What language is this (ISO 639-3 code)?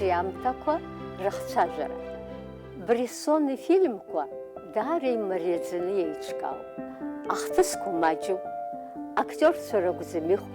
abk